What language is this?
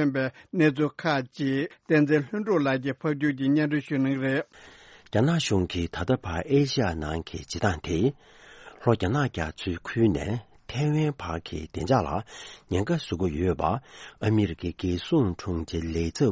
Tibetan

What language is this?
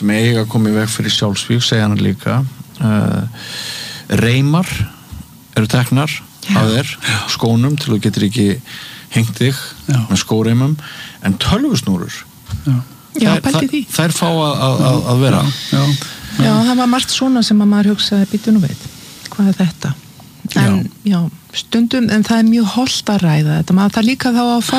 Icelandic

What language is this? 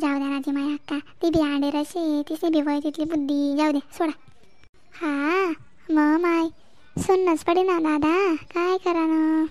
Khandesi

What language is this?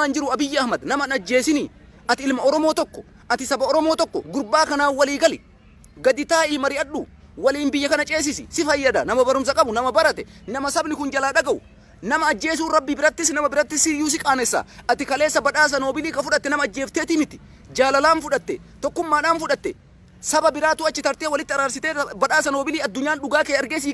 Oromo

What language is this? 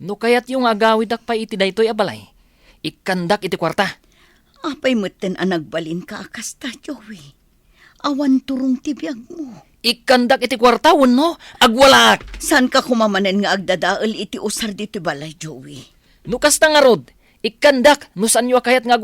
Iloko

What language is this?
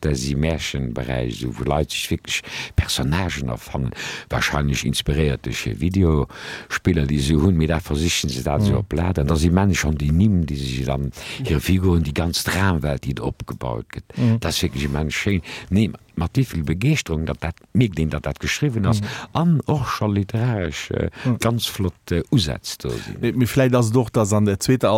Luxembourgish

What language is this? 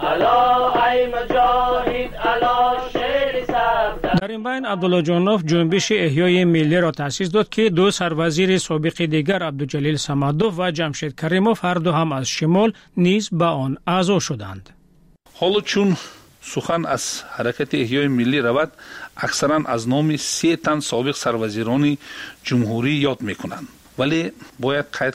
Persian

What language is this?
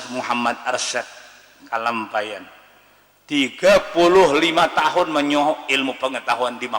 Banjar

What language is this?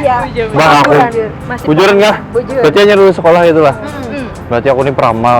Banjar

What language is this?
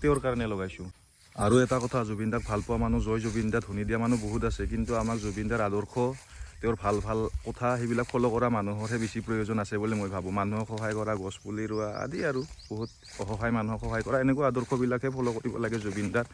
Assamese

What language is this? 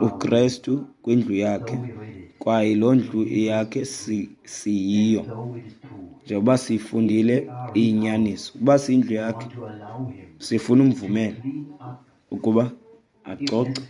Xhosa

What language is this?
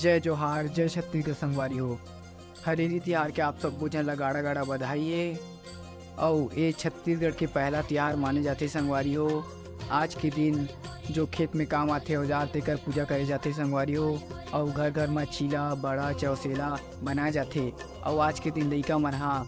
Chhattisgarhi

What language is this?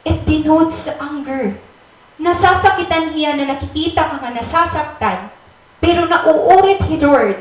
Waray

